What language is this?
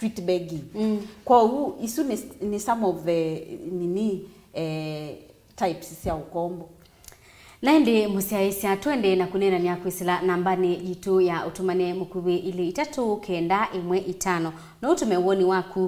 Kamba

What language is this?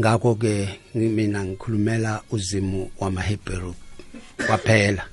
South Ndebele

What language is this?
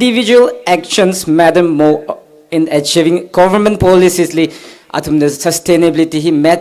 Tangkhul Naga (India)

